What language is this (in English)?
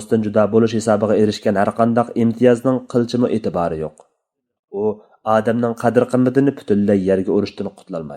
Uyghur